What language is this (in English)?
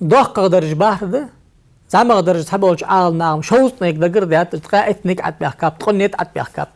Ingush